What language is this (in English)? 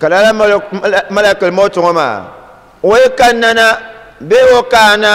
Dagbani